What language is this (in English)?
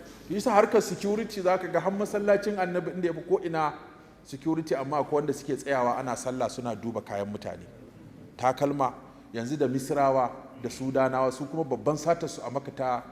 Hausa